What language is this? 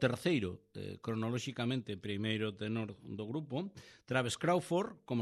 Galician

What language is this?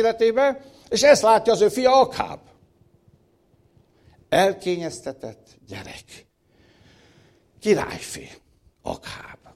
Hungarian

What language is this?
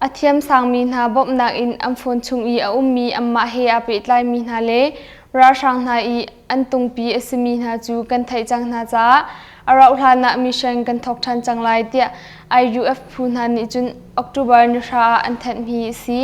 Hakha Chin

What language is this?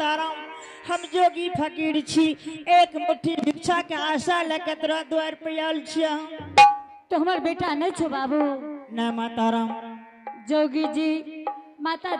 Angika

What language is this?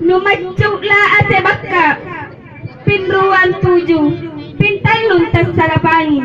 Makasar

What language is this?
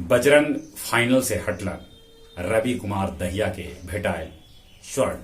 Magahi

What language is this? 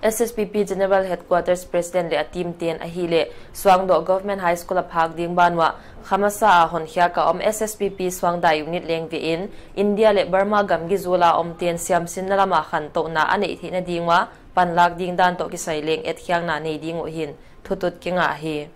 Paite Chin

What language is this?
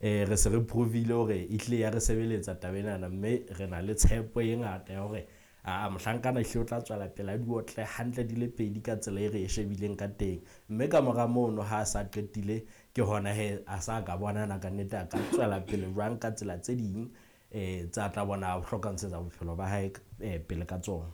Southern Sotho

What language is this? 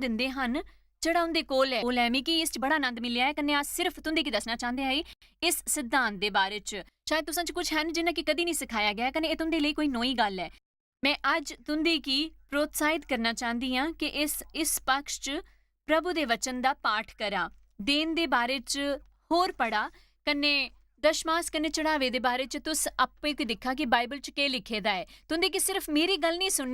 Dogri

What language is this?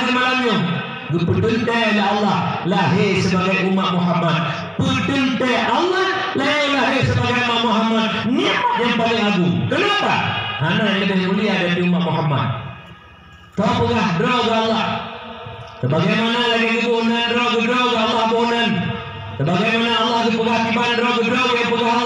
Achinese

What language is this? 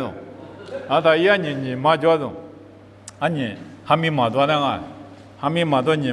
Lisu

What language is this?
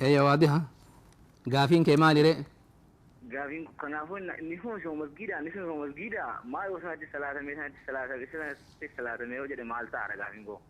Oromo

